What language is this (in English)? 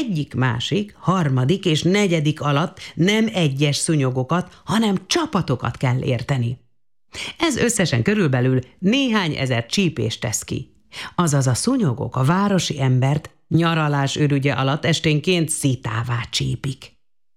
Hungarian